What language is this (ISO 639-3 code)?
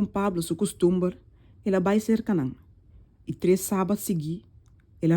pap